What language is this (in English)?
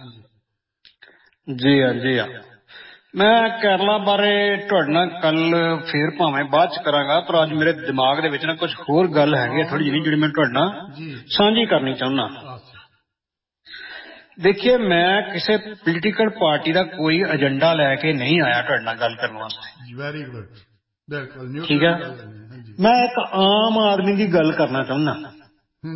Punjabi